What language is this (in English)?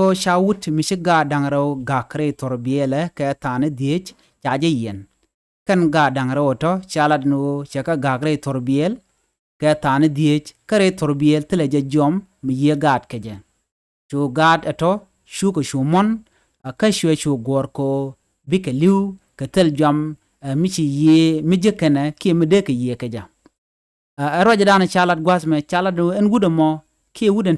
Nuer